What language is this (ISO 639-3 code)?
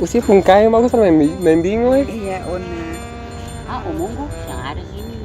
abs